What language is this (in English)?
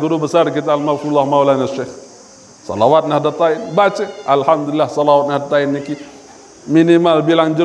Sasak